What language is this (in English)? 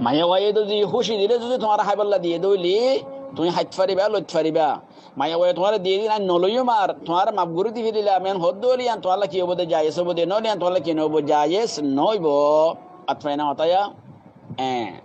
Rohingya